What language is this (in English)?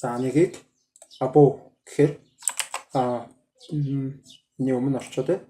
Mongolian